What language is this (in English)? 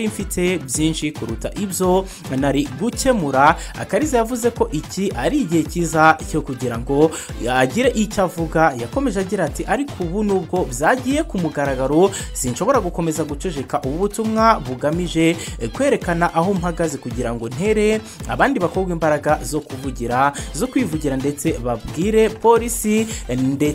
Kinyarwanda